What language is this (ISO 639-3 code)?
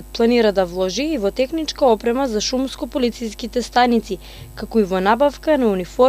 mkd